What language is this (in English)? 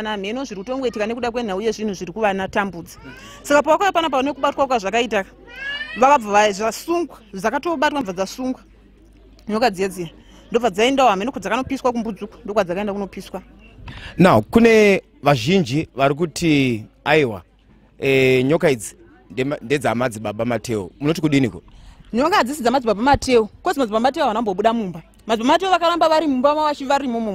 Shona